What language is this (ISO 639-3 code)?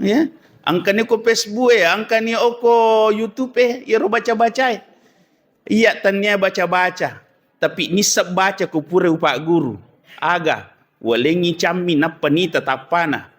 bug